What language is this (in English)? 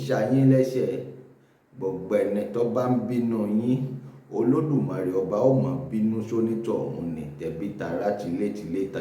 Yoruba